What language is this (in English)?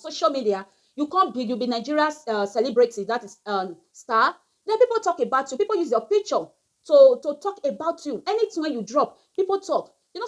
Nigerian Pidgin